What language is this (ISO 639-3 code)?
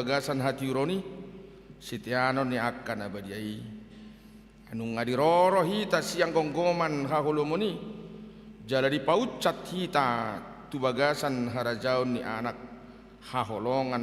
bbc